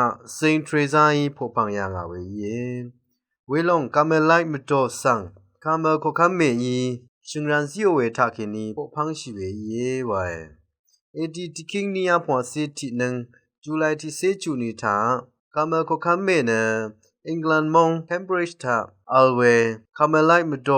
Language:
Rawang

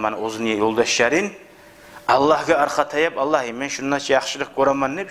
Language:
Kumyk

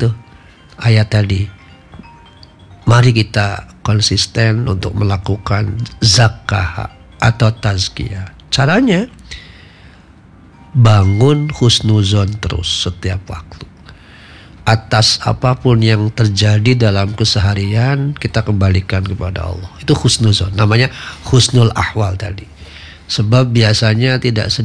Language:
Indonesian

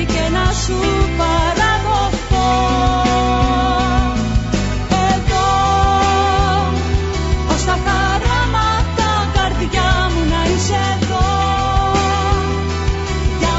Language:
Greek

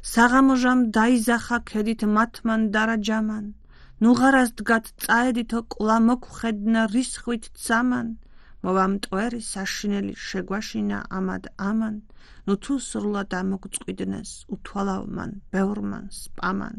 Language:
Georgian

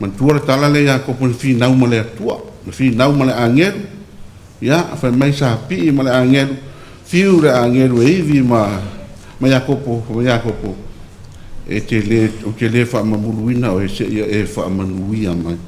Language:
Samoan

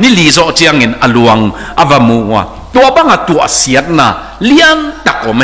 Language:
Tedim Chin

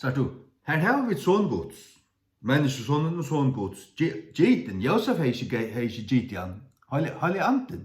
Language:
Faroese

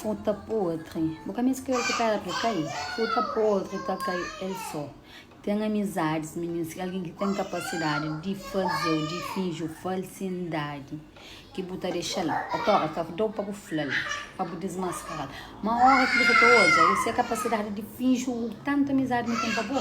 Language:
Kabuverdianu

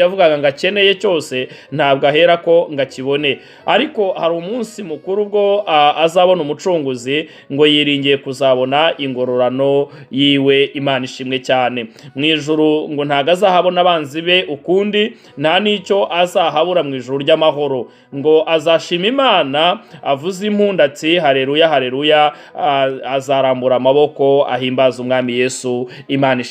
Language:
Kinyarwanda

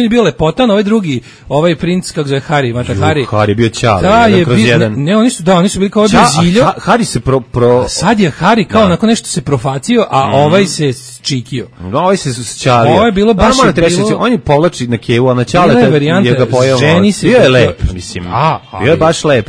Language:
Serbian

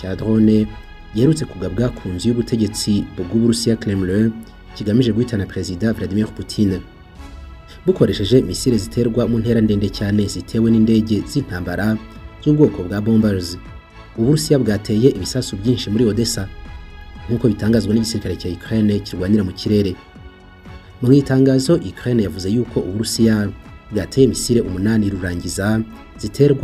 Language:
Kinyarwanda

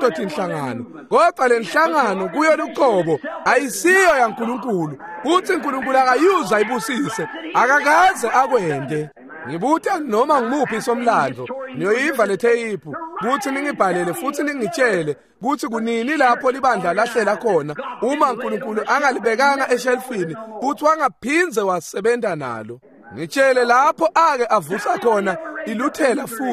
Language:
Swati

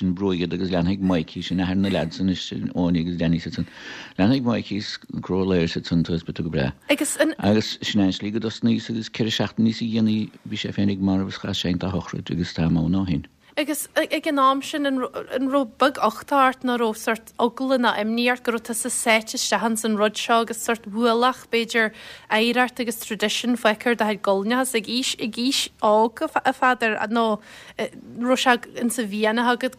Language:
Irish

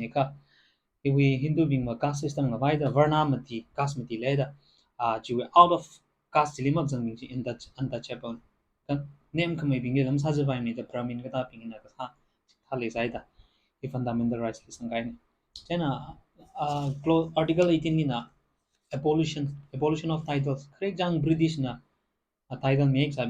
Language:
Tangkhul Naga (India)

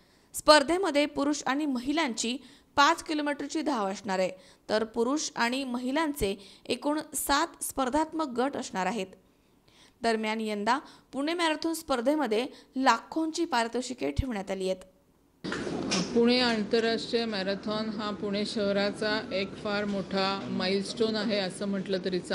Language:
Marathi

